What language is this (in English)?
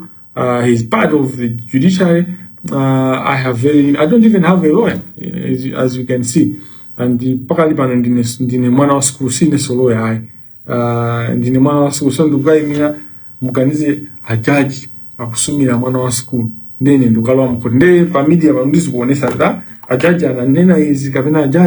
Nyanja